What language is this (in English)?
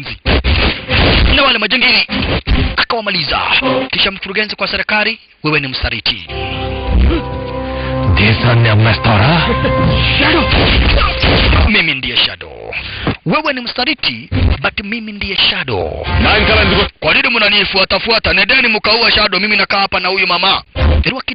Swahili